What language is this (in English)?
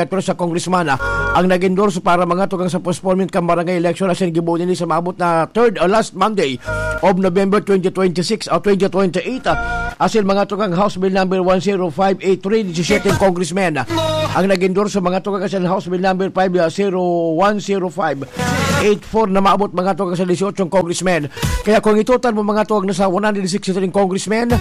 Bikol